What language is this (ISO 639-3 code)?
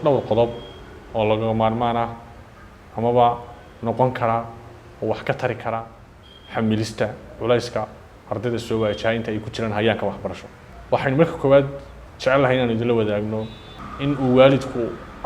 som